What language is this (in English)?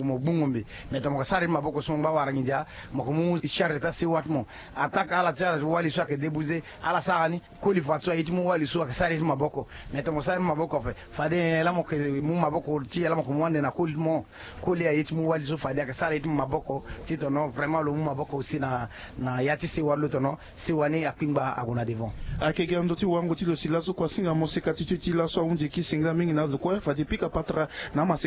Sango